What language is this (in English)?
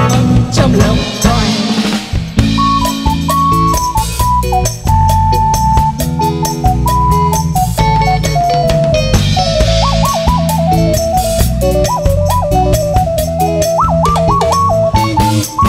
Vietnamese